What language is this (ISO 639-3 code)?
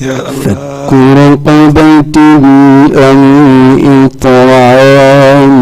ful